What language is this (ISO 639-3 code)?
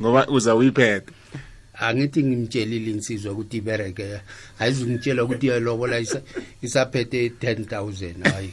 nbl